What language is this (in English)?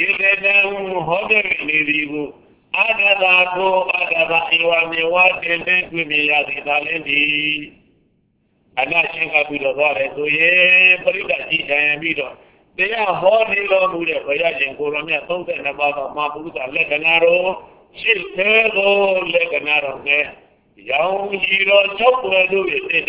Burmese